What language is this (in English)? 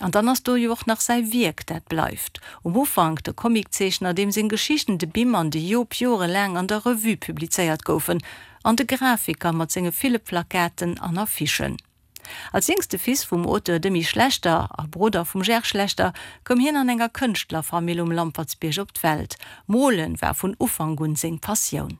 Luxembourgish